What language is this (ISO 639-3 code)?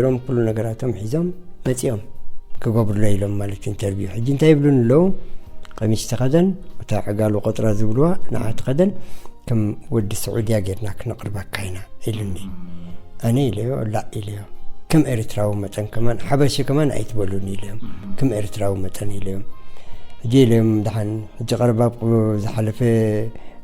tir